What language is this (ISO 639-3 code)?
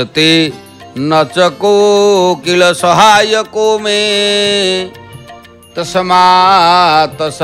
ori